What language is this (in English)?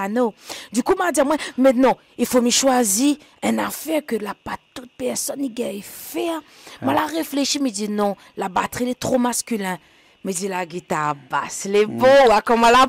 Réunion Creole French